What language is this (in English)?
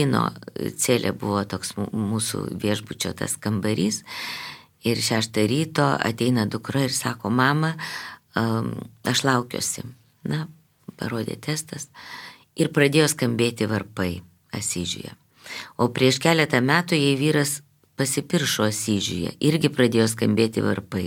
Lithuanian